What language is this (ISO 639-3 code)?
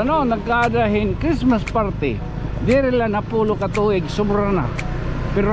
war